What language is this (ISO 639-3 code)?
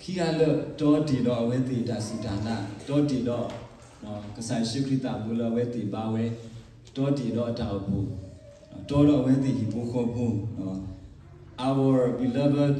ksw